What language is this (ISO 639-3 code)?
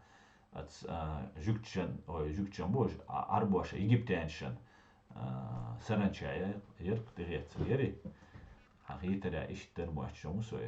che